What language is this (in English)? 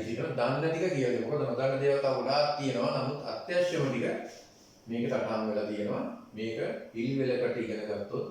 Sinhala